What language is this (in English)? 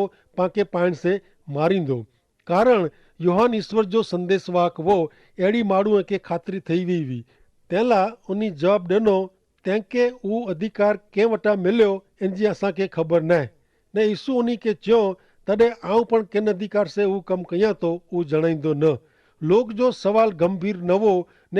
Kachhi